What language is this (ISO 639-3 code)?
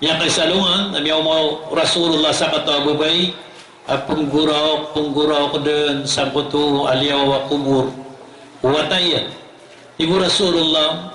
mrw